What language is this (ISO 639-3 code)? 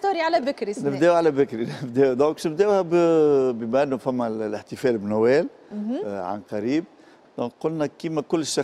aeb